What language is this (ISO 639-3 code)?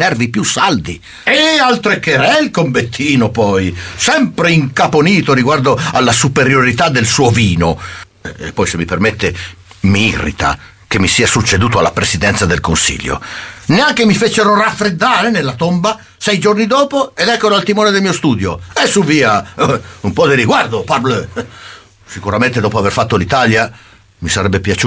ita